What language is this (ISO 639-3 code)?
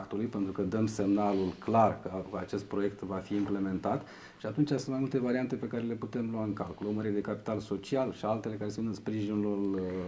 ron